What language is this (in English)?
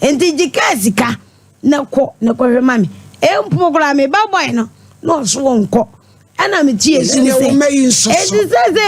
Akan